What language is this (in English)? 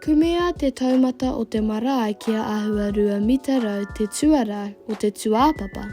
Māori